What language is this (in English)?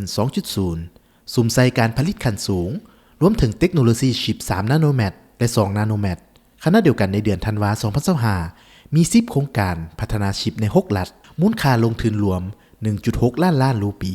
Lao